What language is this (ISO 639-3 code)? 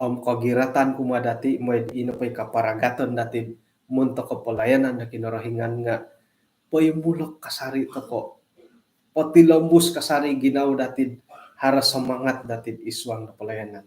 dtp